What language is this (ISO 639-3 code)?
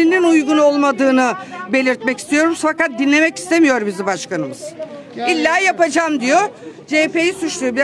tur